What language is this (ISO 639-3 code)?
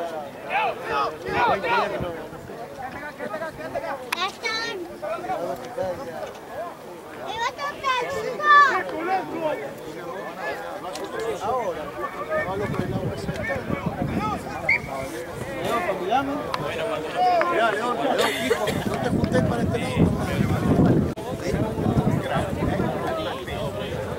spa